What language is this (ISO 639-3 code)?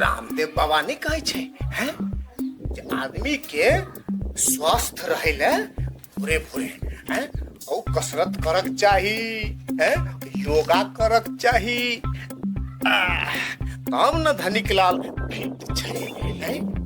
mai